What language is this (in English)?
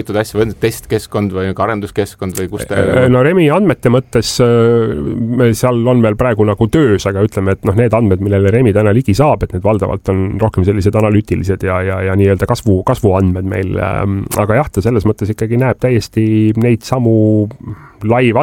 Estonian